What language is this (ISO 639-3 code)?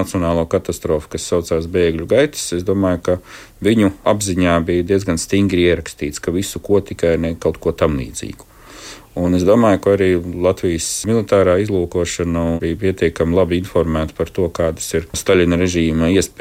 lav